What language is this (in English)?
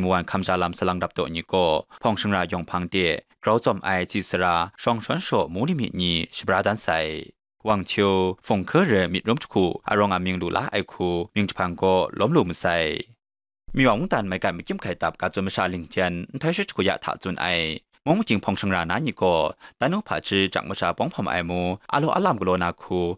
Kachin